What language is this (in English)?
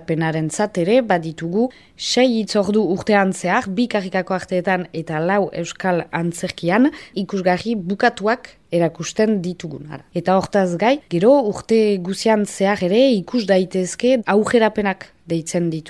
Basque